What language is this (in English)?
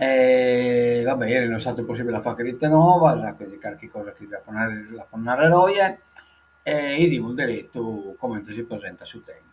Sardinian